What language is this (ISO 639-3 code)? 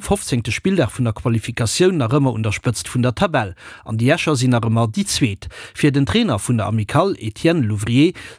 ltz